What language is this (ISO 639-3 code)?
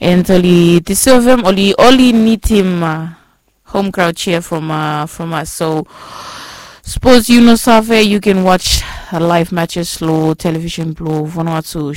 bis